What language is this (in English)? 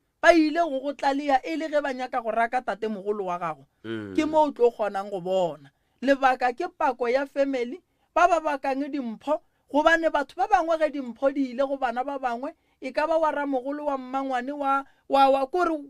Northern Sotho